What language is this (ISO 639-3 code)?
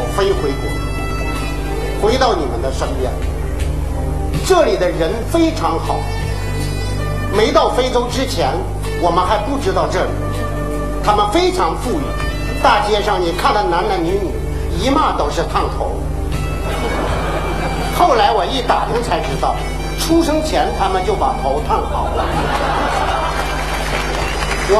zho